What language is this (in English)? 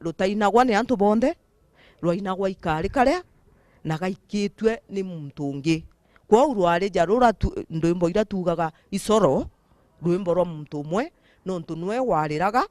Meru